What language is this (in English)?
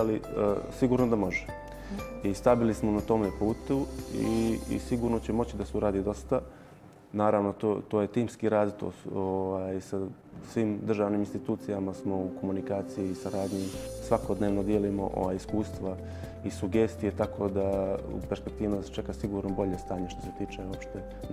Bosnian